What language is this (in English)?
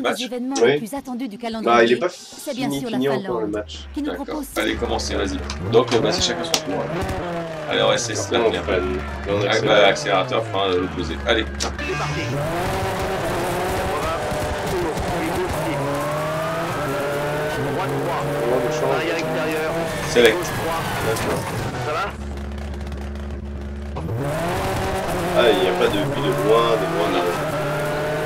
French